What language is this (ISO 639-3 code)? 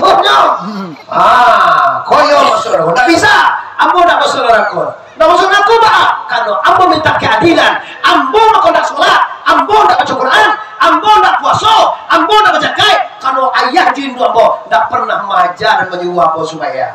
min